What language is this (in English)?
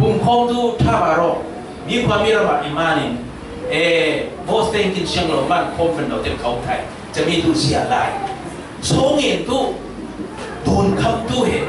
Falam Chin